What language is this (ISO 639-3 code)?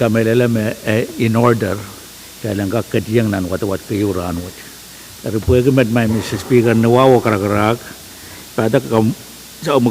pon